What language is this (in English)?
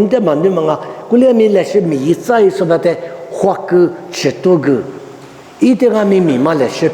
Lisu